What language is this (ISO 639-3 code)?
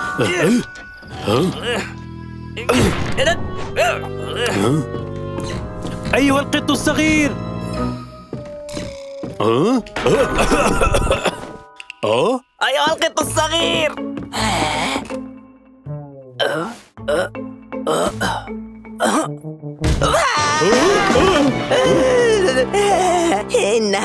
ara